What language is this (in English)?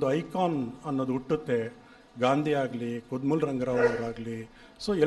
Kannada